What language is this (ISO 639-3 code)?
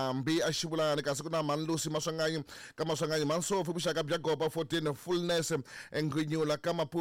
tso